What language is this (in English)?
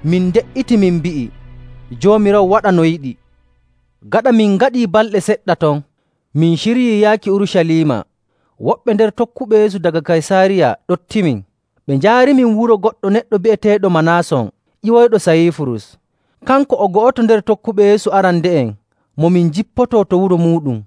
Nigerian Fulfulde